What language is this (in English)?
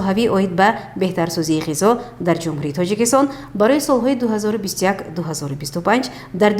Tajik